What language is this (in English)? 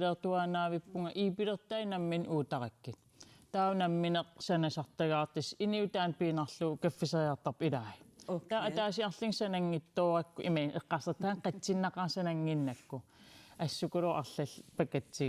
Kalaallisut